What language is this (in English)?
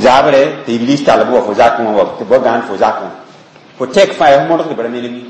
Mossi